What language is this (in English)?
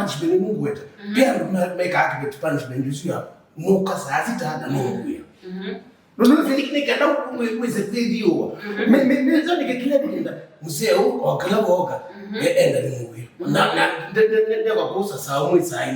Kamba